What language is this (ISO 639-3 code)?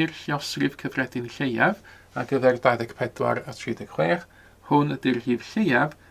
cym